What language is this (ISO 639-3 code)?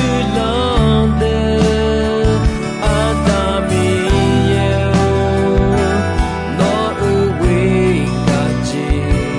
ahk